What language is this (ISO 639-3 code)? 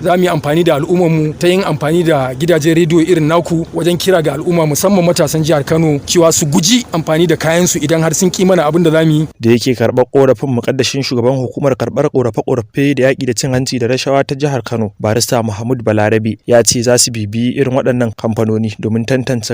hau